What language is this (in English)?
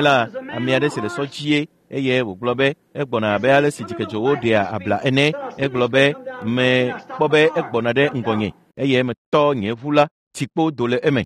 Ewe